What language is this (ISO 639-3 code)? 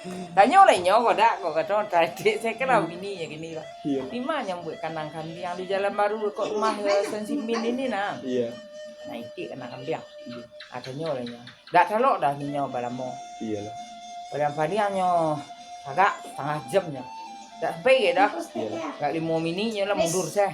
min